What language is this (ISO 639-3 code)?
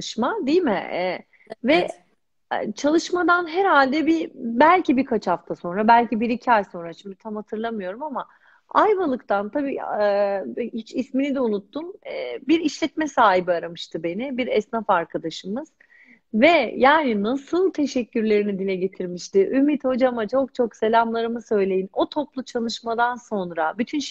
tur